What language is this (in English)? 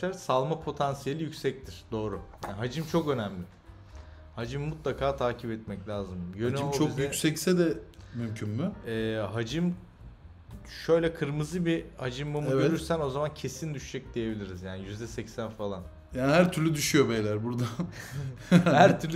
Turkish